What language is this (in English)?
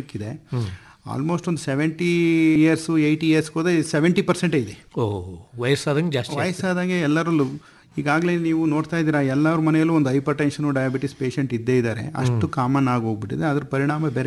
Kannada